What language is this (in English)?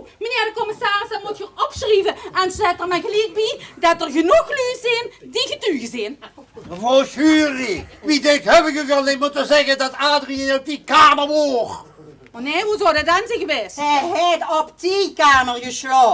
Limburgish